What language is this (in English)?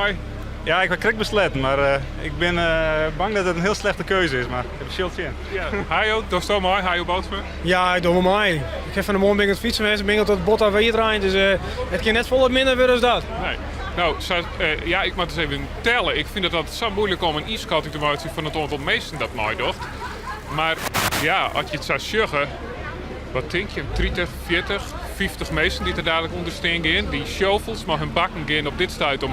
Western Frisian